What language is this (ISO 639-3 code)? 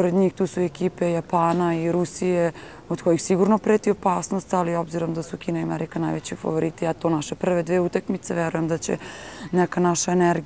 srp